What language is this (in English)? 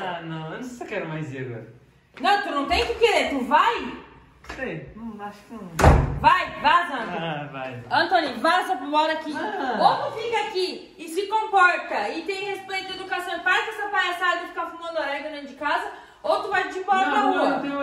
Portuguese